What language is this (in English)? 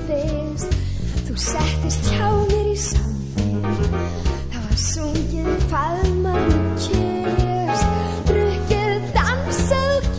Icelandic